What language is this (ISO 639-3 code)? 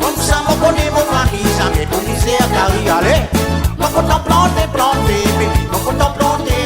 rcf